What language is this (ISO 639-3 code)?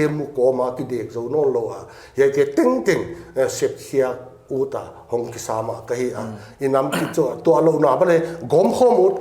pck